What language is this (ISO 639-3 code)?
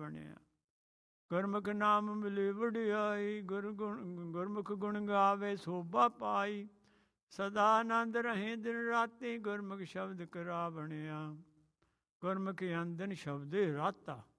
pan